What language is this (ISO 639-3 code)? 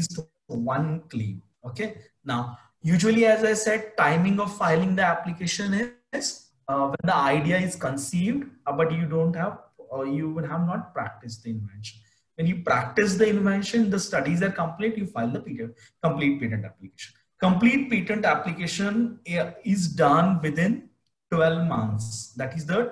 eng